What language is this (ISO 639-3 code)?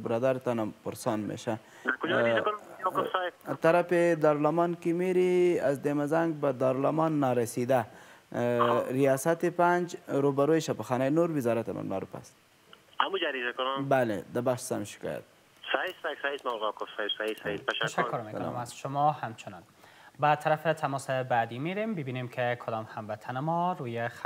fas